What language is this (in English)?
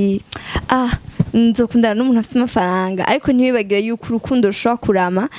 Rundi